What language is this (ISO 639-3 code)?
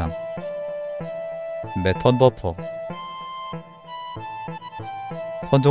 kor